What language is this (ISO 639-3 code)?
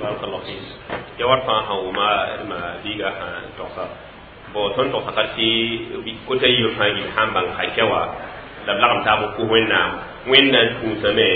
mos